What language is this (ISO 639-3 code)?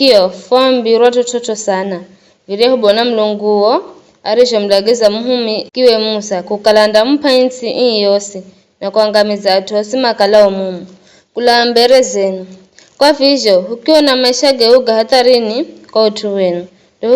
nyf